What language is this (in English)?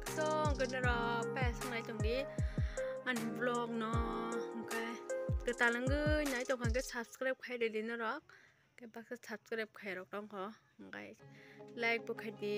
Kok Borok